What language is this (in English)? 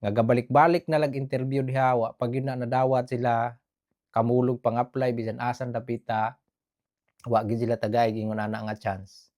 Cebuano